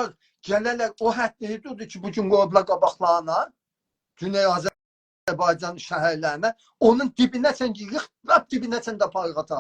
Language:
South Azerbaijani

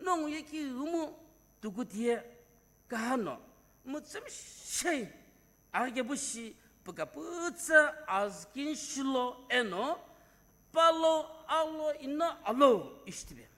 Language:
Sumi Naga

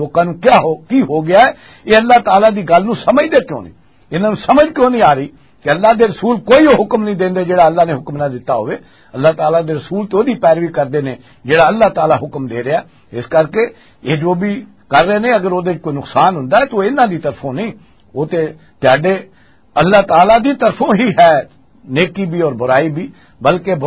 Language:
Western Panjabi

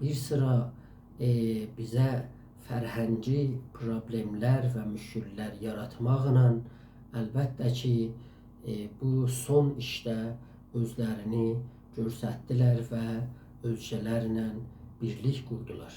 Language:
South Azerbaijani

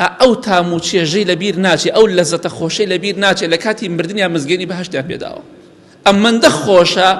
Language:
Central Kurdish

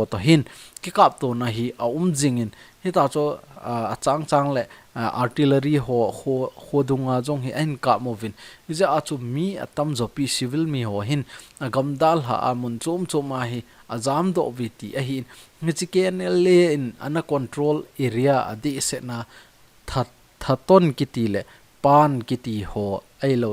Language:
Thado Chin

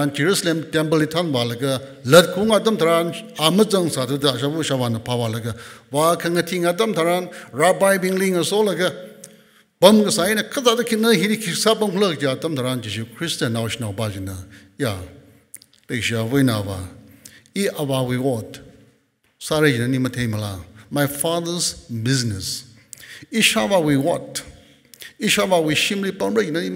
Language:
Tangkhul Naga (India)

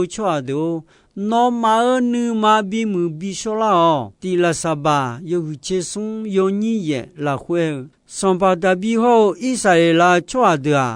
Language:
Akha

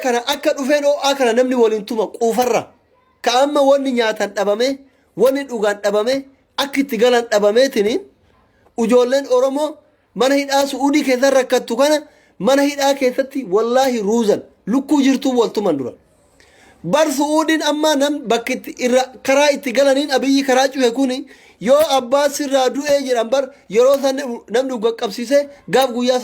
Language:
Oromo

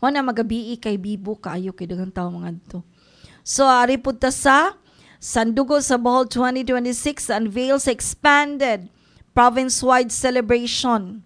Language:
Cebuano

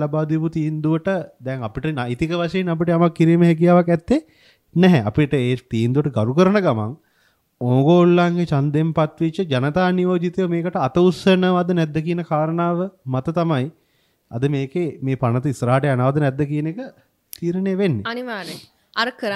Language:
Sinhala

